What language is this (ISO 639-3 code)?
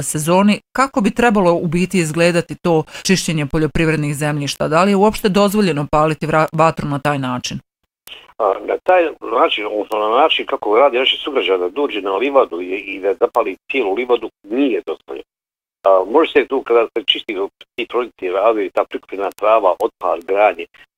bos